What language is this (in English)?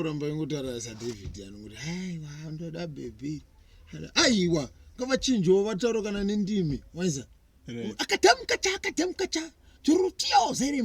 Shona